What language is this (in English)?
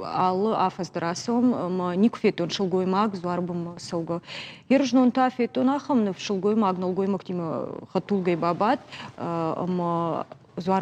Ossetic